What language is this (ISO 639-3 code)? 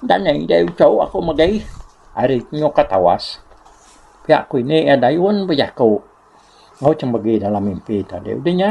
iba